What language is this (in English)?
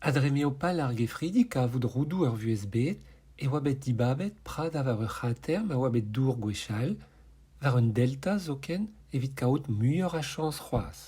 Breton